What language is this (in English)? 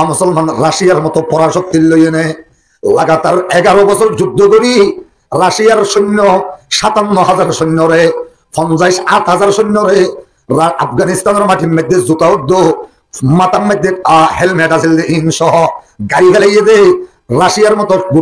Rohingya